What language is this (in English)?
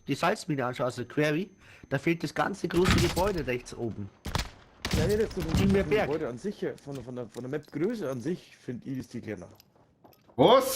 Bavarian